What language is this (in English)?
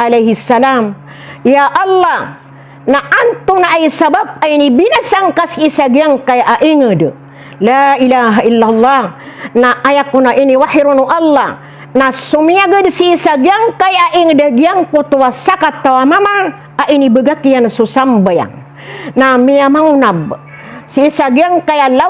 Maranao